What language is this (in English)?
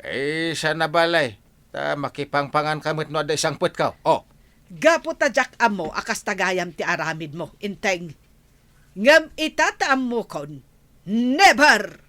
Iloko